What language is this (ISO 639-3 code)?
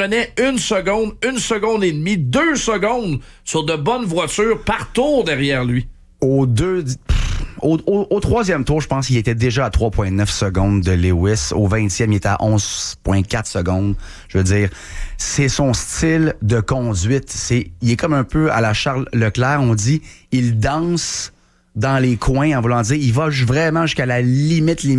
fra